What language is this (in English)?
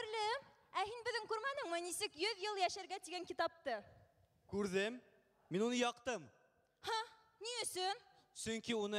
Bashkir